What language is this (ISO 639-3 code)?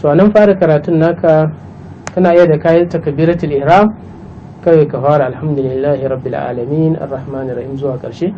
hau